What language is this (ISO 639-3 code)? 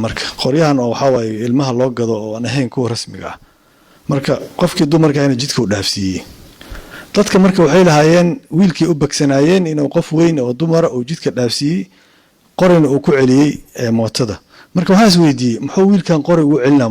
som